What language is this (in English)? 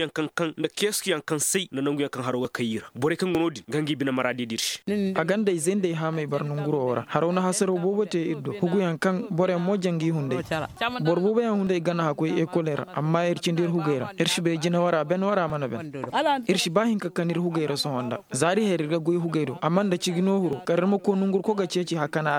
Koyraboro Senni